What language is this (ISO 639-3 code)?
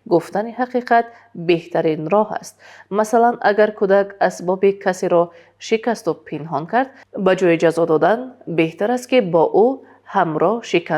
tgk